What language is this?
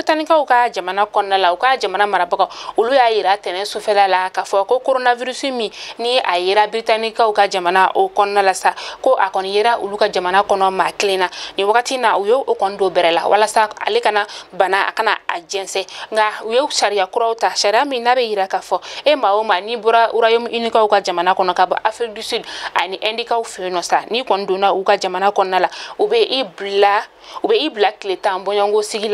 Bambara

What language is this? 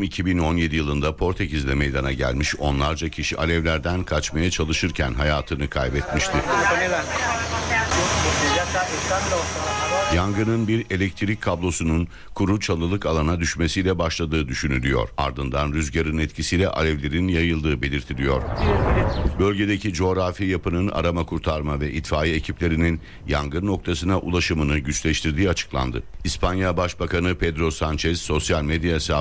Turkish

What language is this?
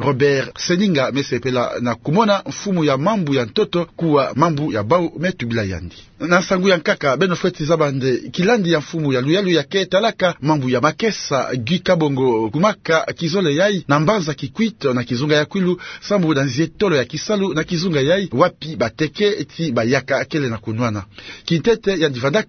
Kituba (Democratic Republic of Congo)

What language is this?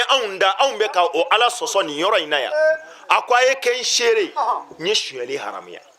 Bambara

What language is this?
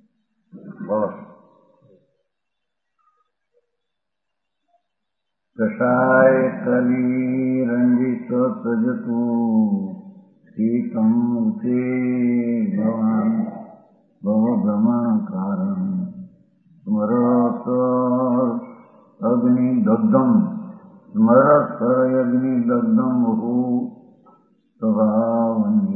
Gujarati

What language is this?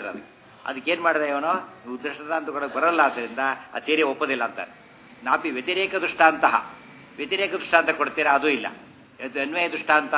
Kannada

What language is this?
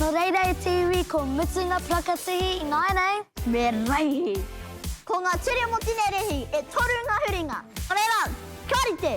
Māori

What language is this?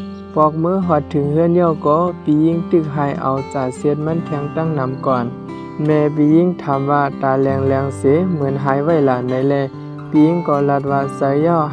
Shan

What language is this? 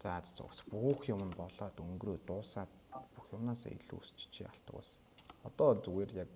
Mongolian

